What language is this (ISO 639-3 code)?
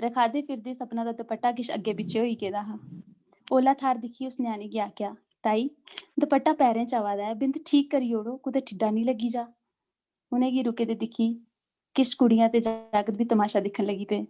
doi